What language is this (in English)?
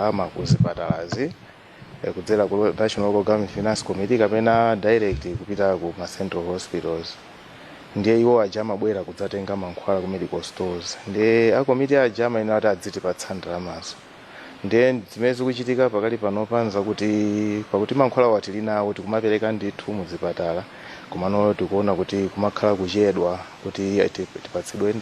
Nyanja